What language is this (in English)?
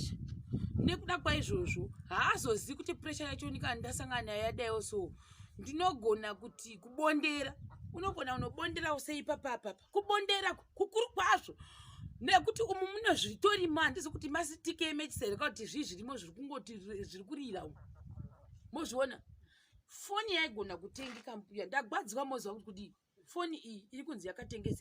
Shona